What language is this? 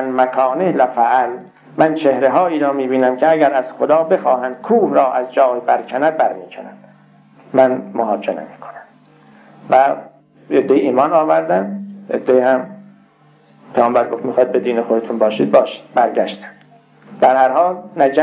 Persian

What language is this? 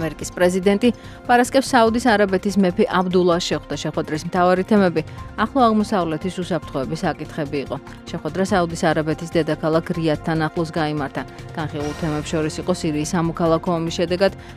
Georgian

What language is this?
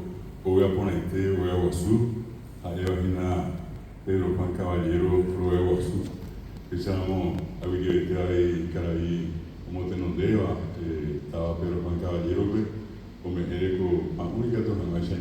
Guarani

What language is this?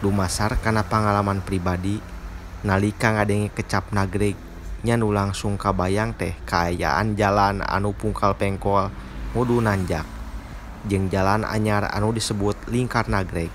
Sundanese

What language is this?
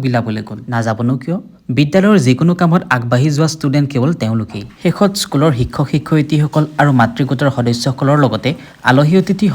Assamese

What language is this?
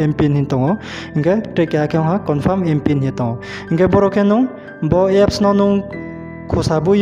Riang (India)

